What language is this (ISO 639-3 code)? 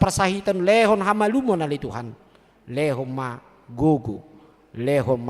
bbc